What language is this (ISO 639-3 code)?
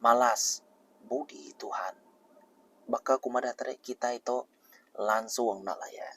iba